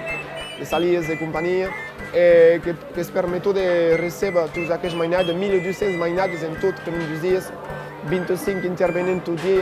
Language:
Occitan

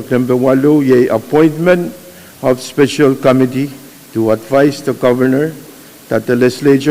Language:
Pohnpeian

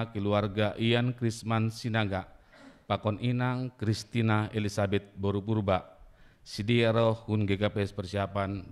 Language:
Batak Simalungun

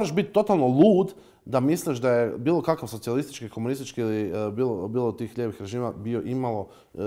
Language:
Croatian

